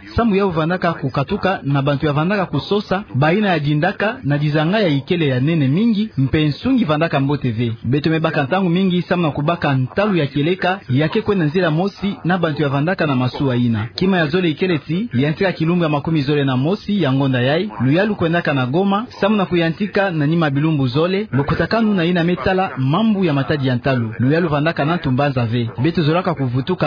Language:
Kituba (Democratic Republic of Congo)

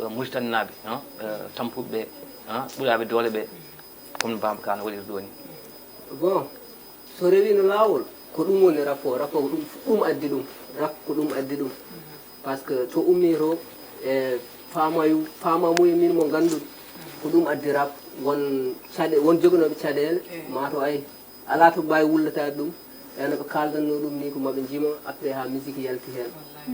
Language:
Fula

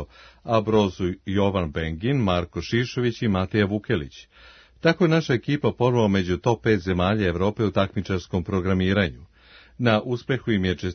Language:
Serbian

